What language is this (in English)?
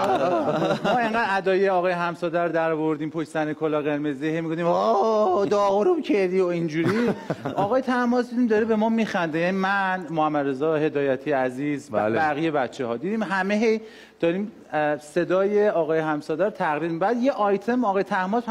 Persian